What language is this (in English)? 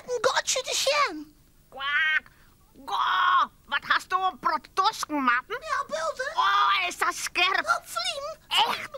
Western Frisian